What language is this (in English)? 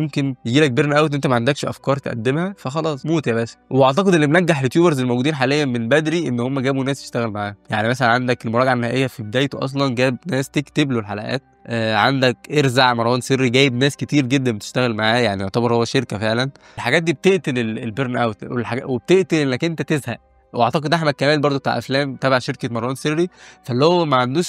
Egyptian Arabic